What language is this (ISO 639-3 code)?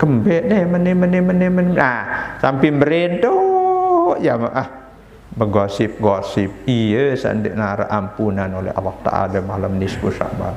sas